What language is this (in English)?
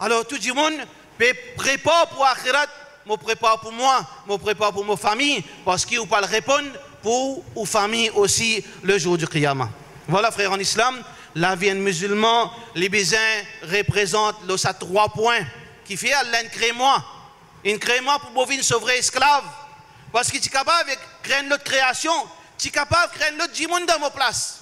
Morisyen